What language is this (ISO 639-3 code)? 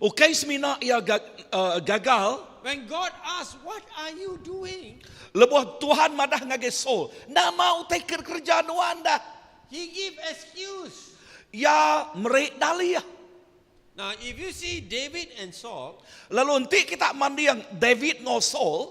iba